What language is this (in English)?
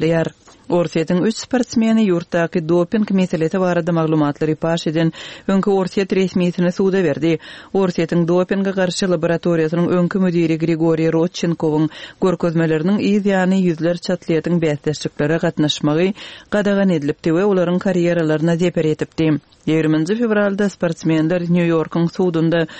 Turkmen